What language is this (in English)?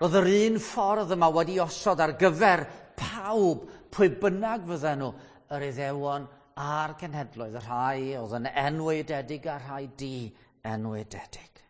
Welsh